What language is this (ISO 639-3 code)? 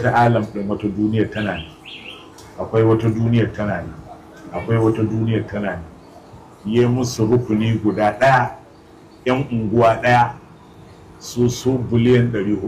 hau